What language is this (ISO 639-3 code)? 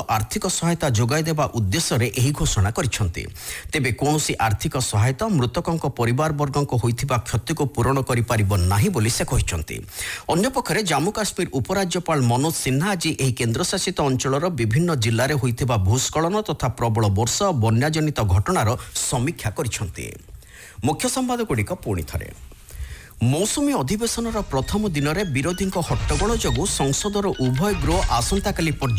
ori